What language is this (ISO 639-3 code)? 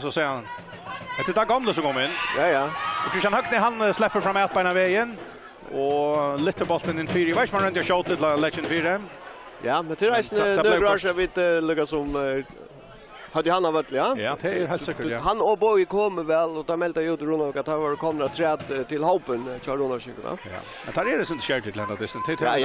fao